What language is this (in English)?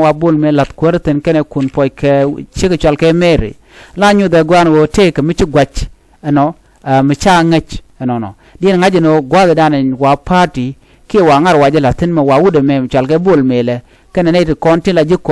Nuer